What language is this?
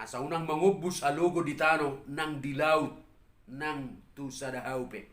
Batak Toba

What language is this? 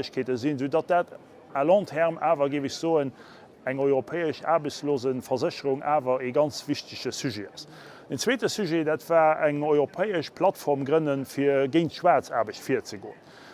Luxembourgish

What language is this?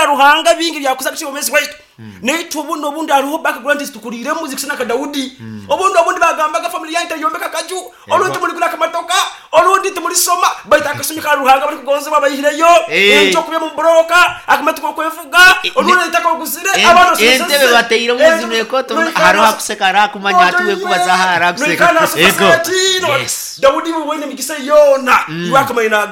Nyoro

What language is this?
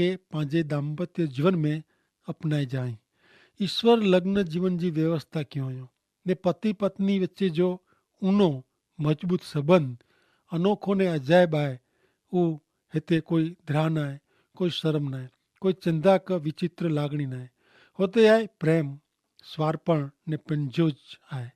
Kachhi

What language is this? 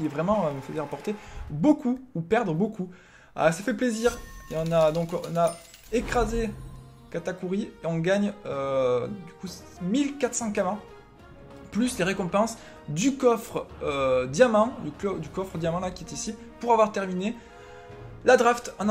French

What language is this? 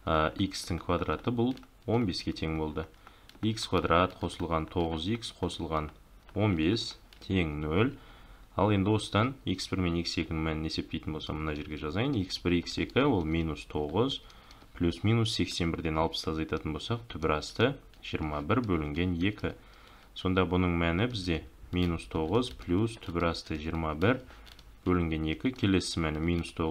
Kazakh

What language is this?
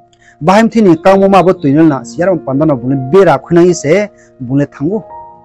Riang (India)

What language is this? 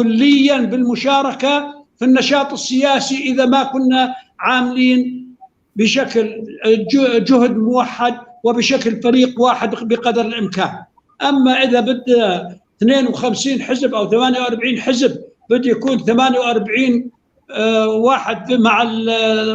North Levantine Arabic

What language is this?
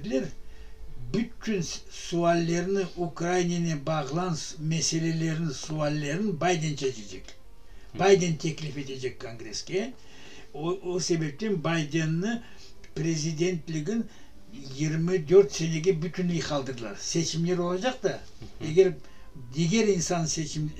Crimean Tatar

